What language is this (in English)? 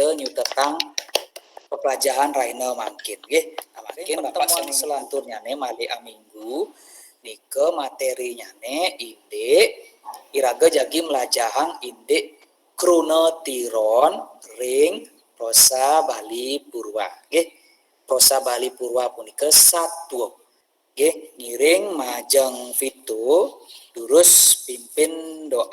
Balinese